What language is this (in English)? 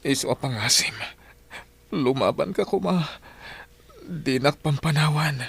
Iloko